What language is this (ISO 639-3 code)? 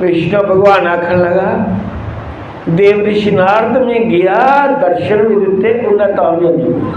doi